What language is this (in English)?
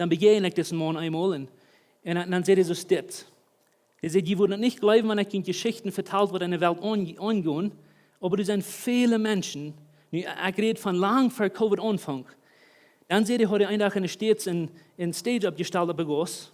Plautdietsch